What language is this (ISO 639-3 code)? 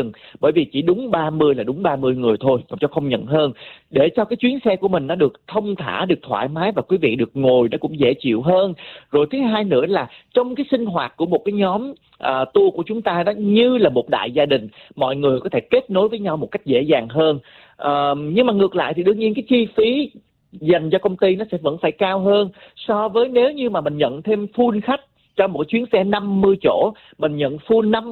vie